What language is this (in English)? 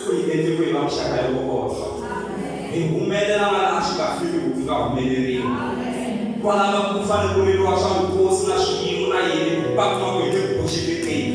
Tsonga